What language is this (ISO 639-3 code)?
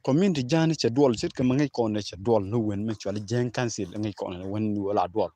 nus